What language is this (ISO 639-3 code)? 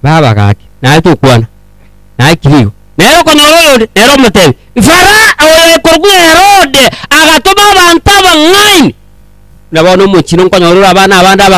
guz